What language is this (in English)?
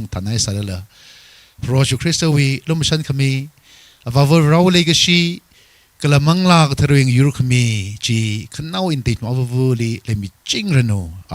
Tangkhul Naga (India)